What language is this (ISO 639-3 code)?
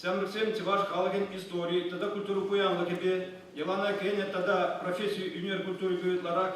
chv